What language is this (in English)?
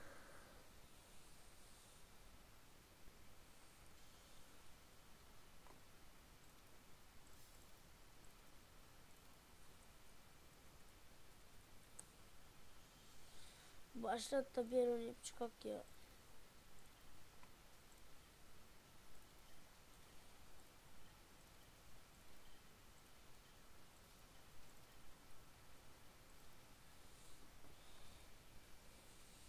Turkish